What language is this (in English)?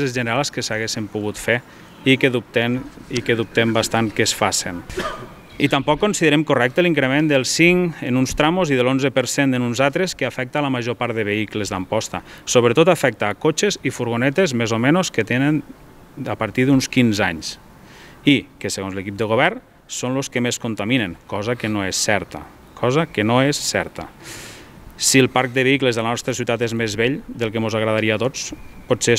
Catalan